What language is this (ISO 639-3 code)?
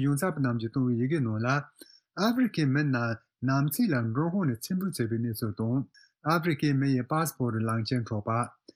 bod